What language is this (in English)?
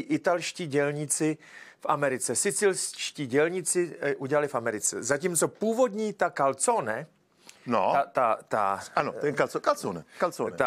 Czech